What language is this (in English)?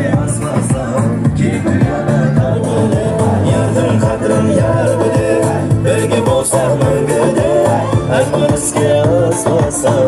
Kara-Kalpak